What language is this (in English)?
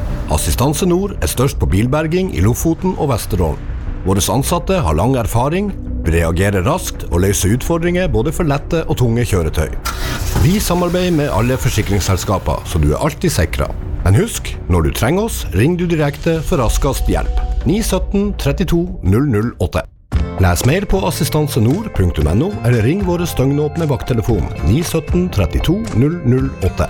Norwegian